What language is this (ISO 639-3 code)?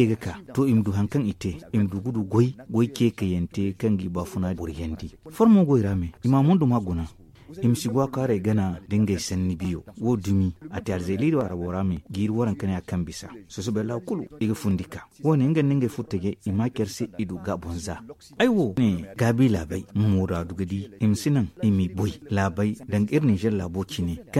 dje